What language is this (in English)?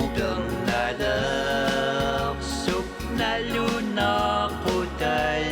Kalaallisut